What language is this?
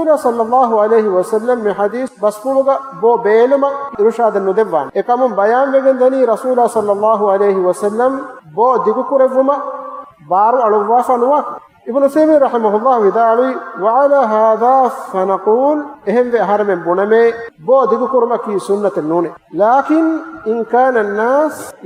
Divehi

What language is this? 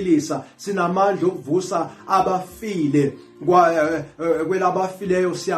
Zulu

